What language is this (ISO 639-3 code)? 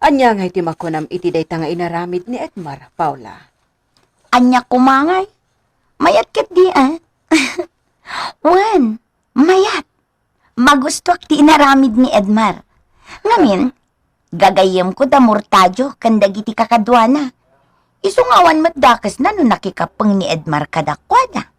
ilo